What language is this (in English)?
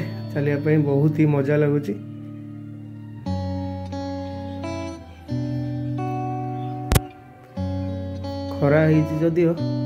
Odia